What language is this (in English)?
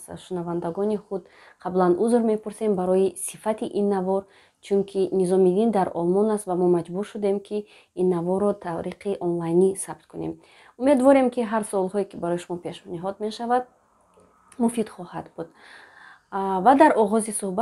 Tajik